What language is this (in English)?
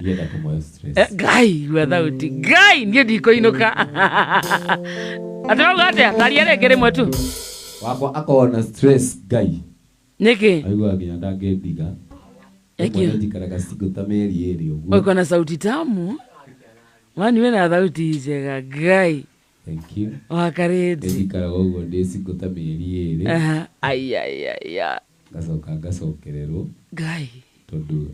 Kikuyu